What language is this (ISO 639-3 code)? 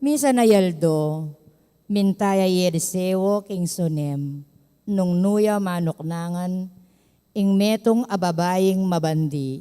pam